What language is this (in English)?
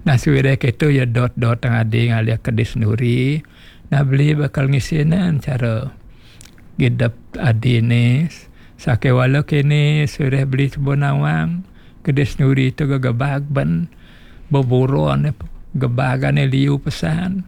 Balinese